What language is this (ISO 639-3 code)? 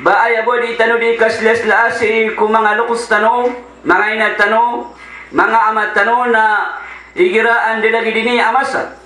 mrw